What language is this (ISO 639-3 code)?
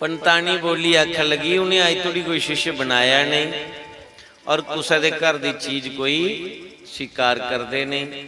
doi